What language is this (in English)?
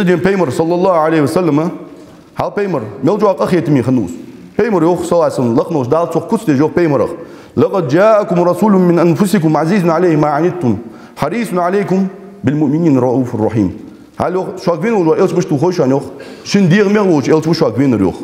Ingush